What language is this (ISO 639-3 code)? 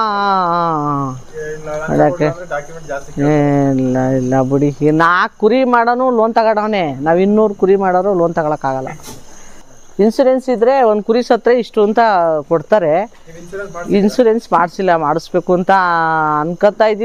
kan